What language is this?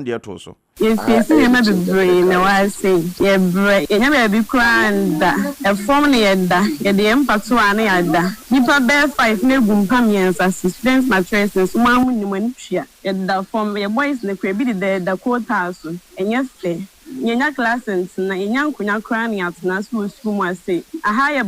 Akan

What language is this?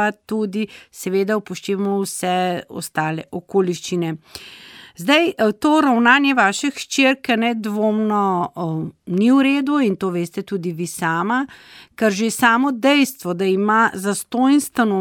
Slovenian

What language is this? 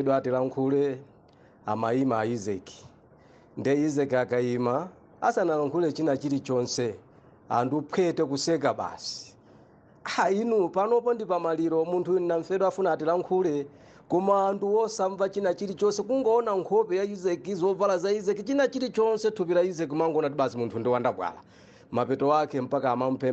Nyanja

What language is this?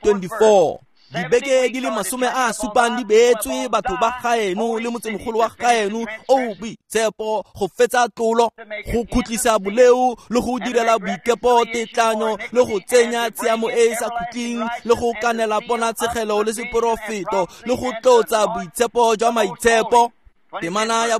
Tswana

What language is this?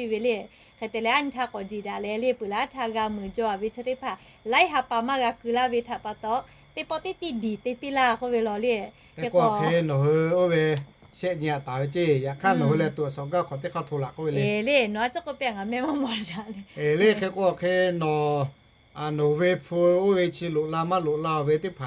Lahu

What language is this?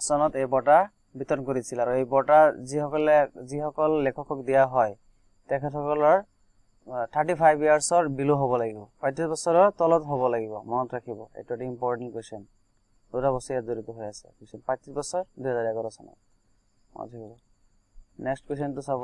Assamese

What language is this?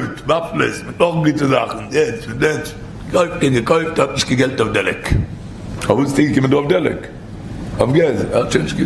Yiddish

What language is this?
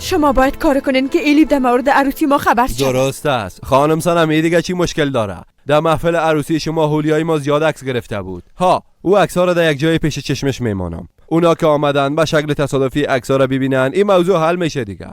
Persian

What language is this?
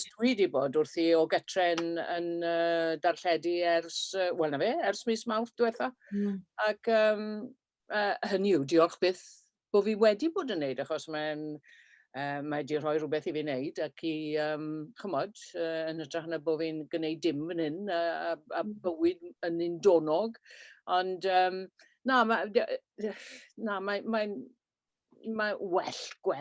Welsh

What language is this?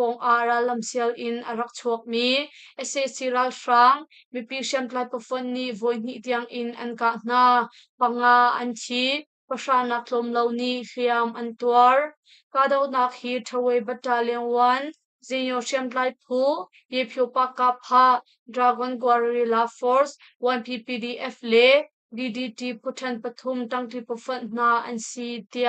Hakha Chin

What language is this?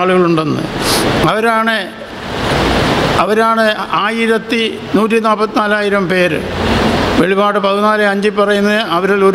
Malayalam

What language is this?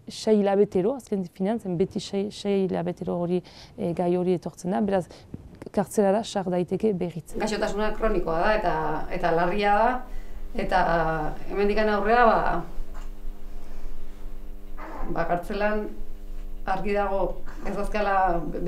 Basque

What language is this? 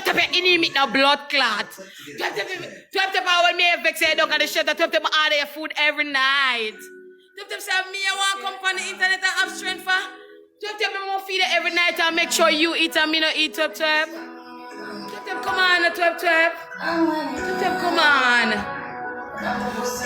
Jamaican Creole English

